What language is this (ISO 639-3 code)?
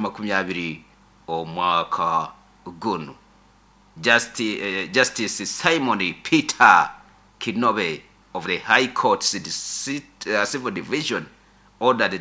nyo